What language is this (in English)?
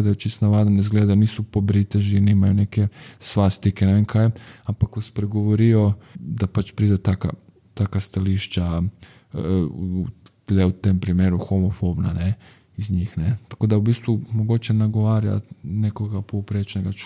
Slovenian